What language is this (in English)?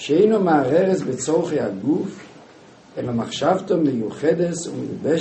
Yiddish